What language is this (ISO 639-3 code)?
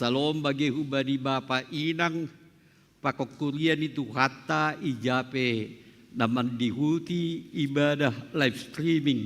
bts